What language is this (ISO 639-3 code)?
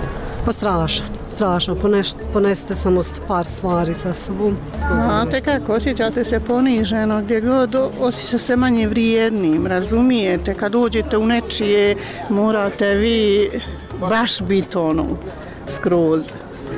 bos